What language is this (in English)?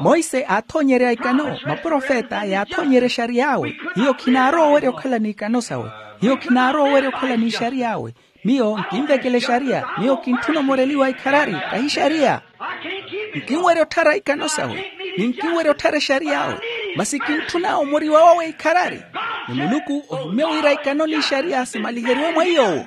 Makhuwa